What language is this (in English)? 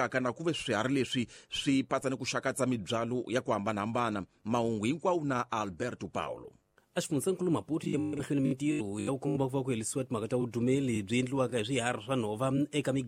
Tsonga